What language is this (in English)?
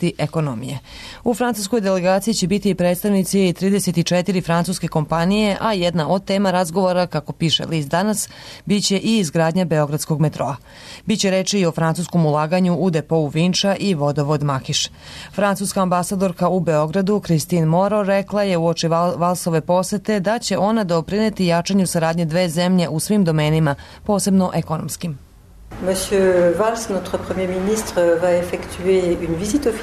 Serbian